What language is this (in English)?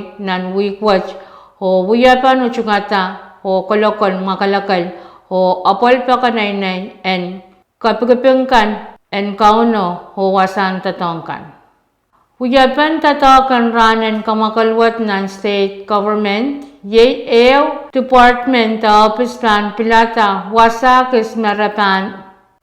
Pohnpeian